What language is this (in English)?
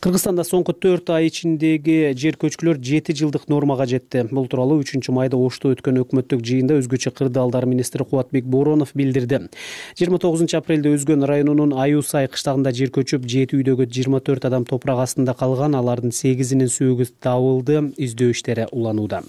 Kyrgyz